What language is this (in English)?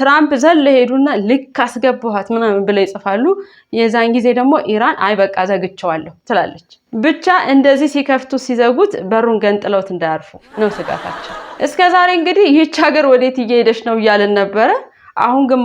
Amharic